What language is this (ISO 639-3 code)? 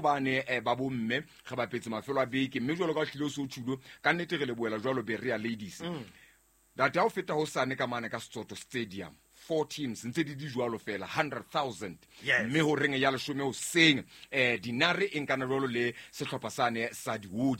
sot